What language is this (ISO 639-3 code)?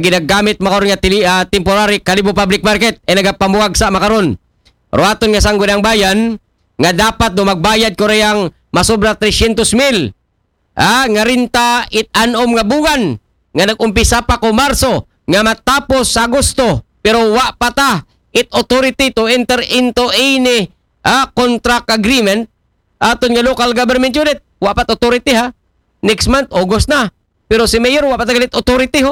akl